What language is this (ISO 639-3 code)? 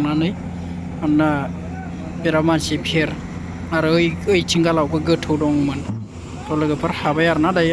brx